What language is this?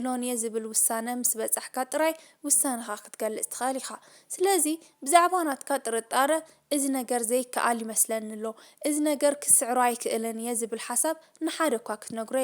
Tigrinya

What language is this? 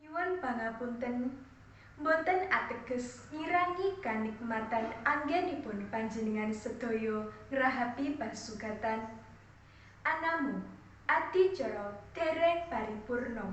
Javanese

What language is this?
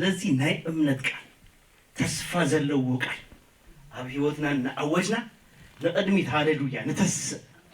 Tigrinya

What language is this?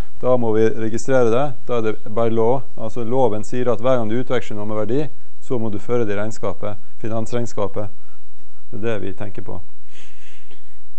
Norwegian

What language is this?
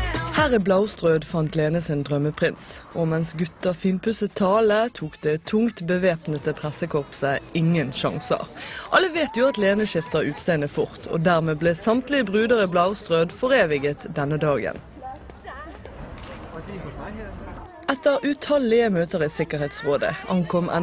Norwegian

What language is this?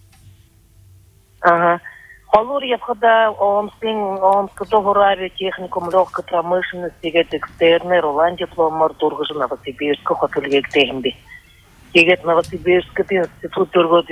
Buriat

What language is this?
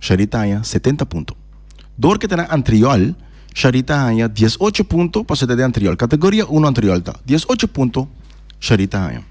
Papiamento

